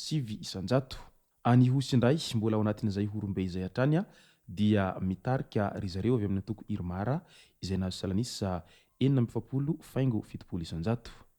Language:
Malagasy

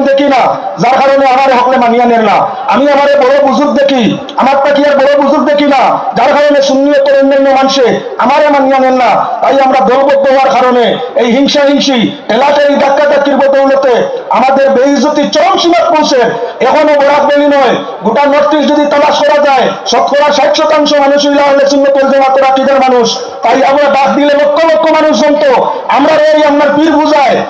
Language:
Sylheti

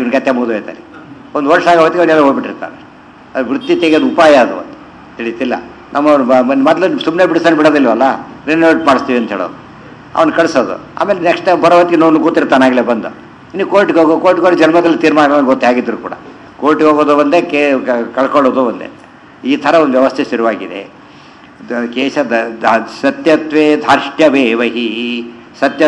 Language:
Kannada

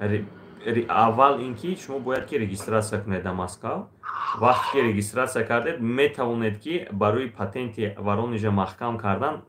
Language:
Tajik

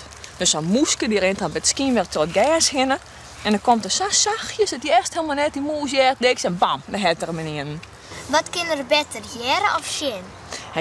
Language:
Western Frisian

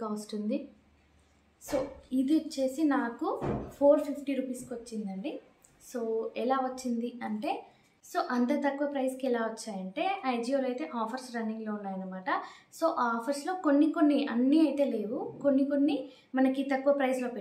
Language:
Telugu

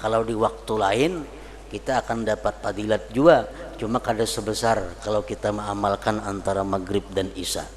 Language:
Banjar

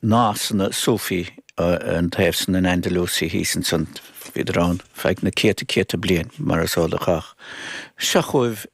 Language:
Irish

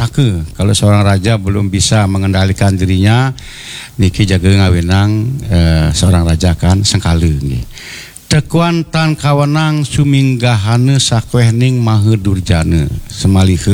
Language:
Balinese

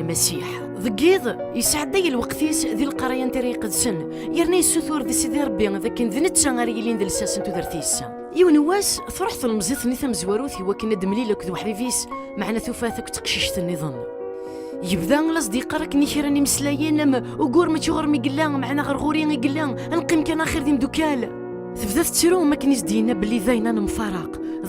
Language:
Kabyle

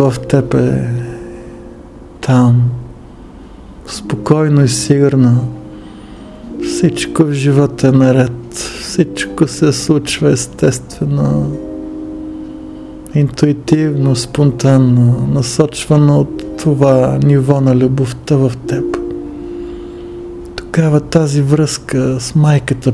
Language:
Bulgarian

